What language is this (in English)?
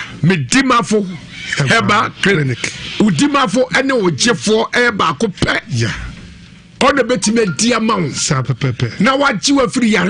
Akan